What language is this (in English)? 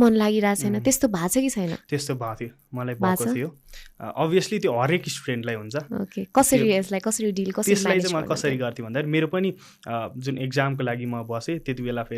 Nepali